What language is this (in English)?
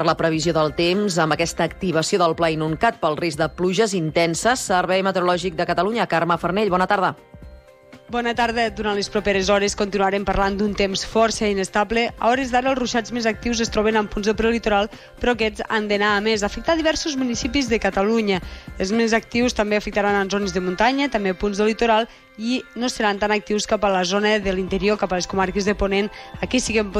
Catalan